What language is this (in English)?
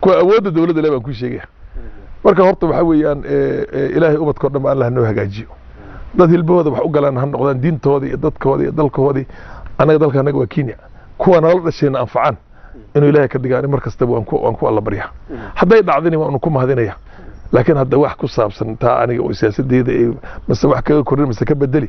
Somali